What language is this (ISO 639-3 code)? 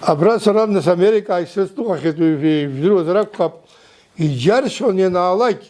abk